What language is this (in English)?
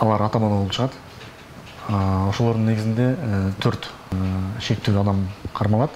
Kyrgyz